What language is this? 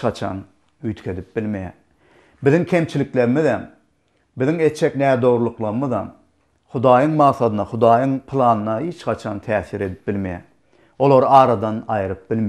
Turkmen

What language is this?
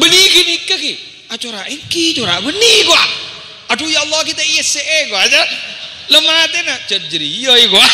Madurese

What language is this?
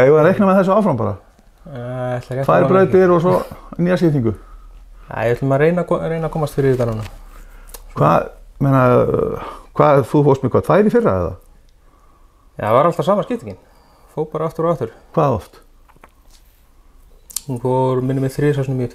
Icelandic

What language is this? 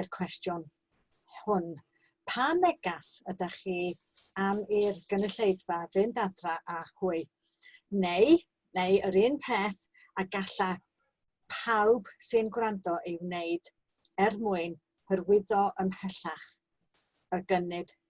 Welsh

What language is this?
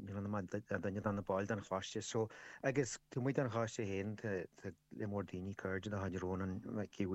Irish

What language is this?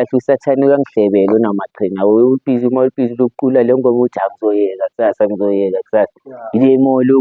Zulu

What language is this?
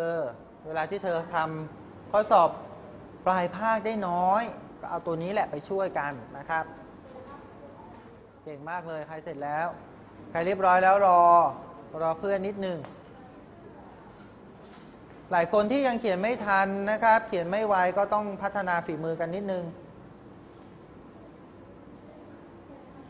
Thai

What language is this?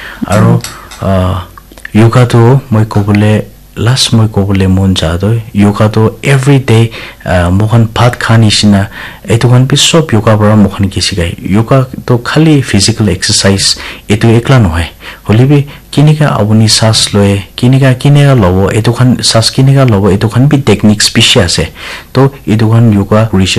Naga Pidgin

